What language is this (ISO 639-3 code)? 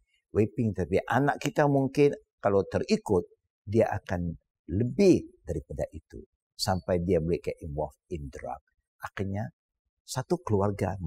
msa